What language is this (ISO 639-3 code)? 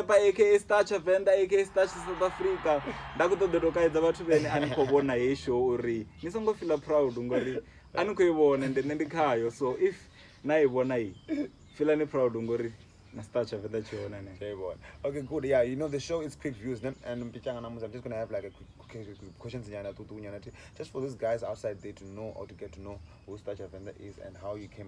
ven